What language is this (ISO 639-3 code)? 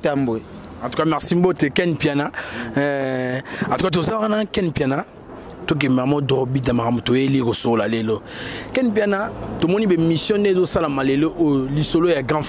lin